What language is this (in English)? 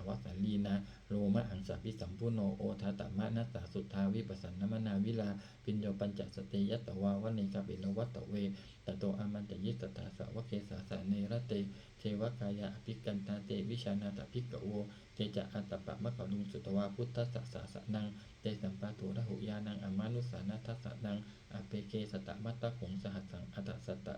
Pali